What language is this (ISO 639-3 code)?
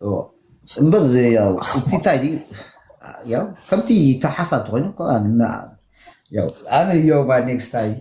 tir